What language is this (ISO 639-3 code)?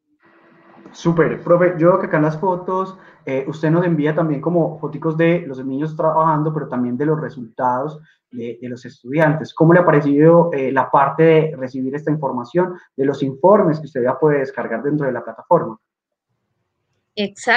spa